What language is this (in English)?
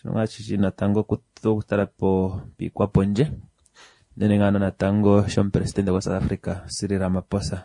Kuanyama